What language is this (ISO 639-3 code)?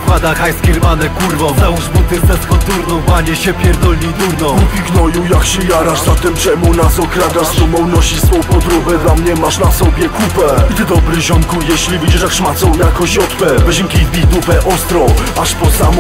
pol